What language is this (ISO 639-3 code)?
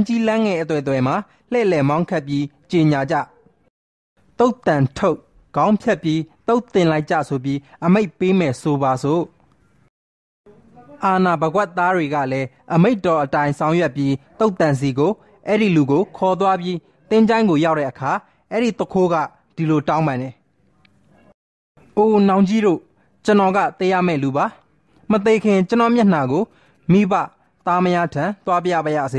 mya